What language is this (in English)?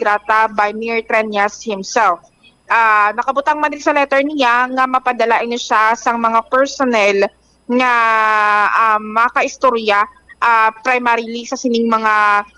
Hiligaynon